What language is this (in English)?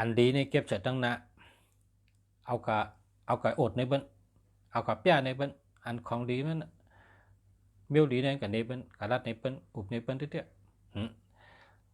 Shan